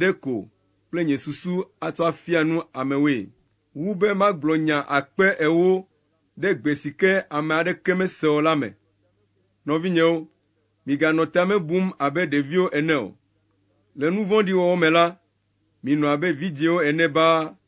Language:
Ewe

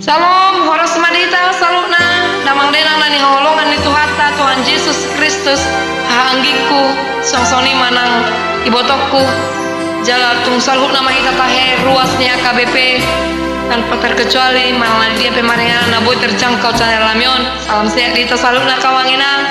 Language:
Batak Toba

